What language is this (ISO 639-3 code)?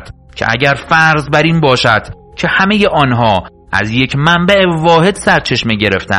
fas